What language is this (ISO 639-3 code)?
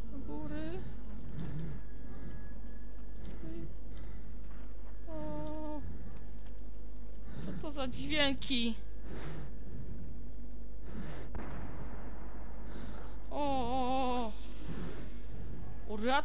pol